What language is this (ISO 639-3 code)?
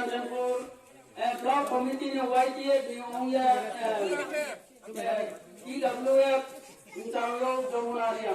ria